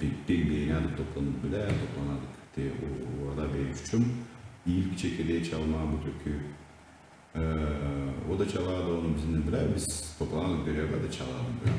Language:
Gagauz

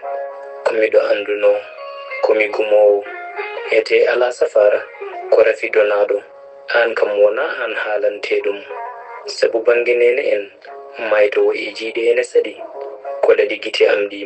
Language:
Fula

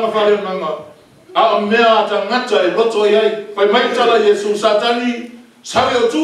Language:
Samoan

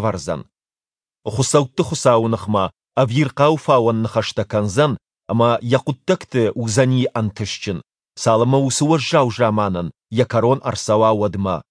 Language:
Ossetic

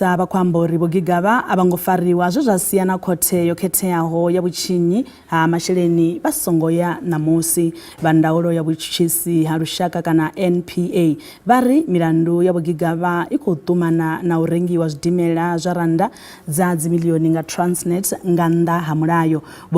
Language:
Venda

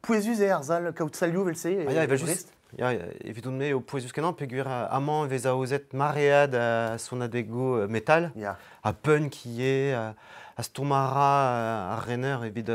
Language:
Breton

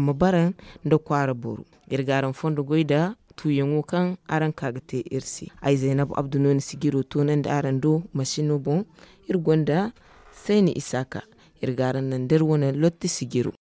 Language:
Zarma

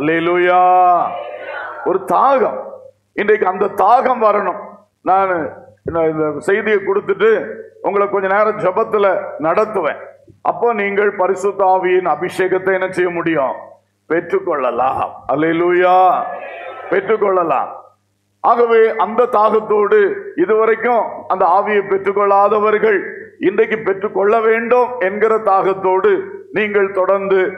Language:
Tamil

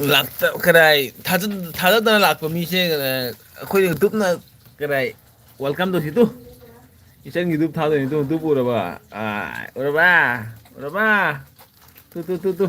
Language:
Manipuri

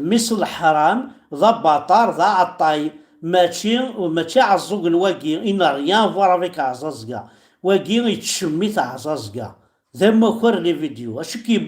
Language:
Kabyle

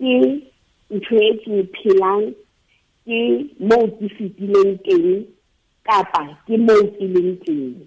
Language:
Southern Sotho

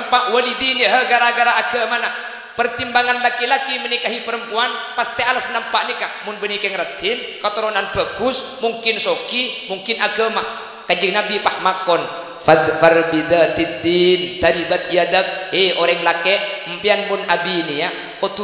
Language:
Madurese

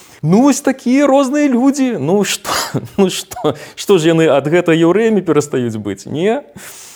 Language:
Belarusian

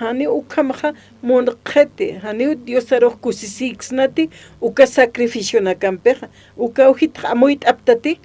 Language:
Aymara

